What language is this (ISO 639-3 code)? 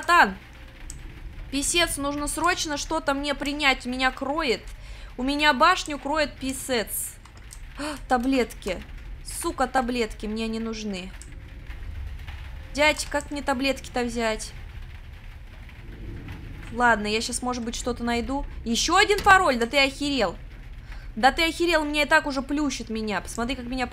rus